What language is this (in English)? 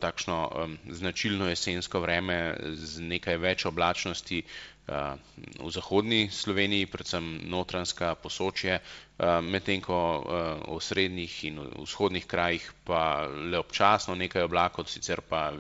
Slovenian